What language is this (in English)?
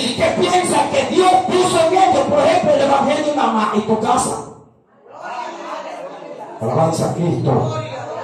Spanish